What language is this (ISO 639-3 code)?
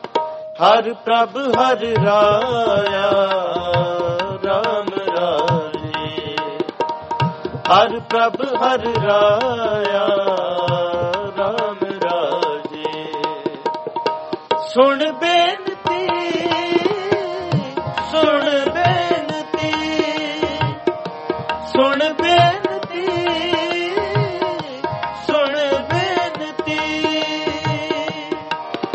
pan